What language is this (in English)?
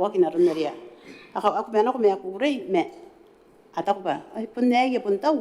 Gilbertese